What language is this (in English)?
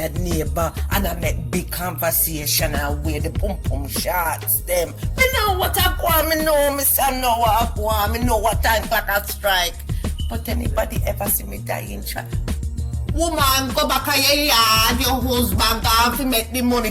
Jamaican Creole English